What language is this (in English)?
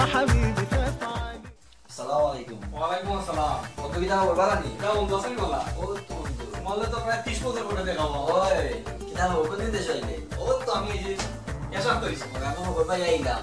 Sylheti